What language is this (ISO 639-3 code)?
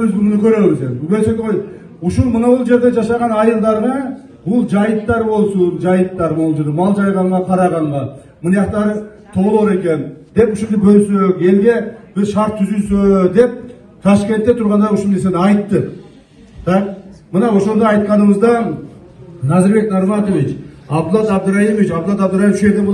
kir